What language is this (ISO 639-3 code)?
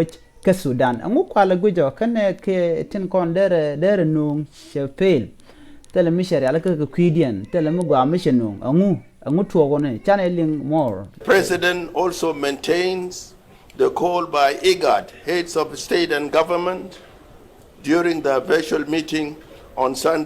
nus